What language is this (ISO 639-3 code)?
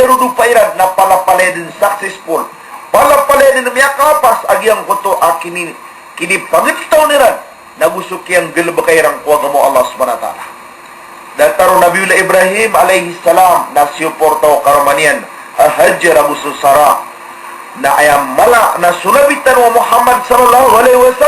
mrw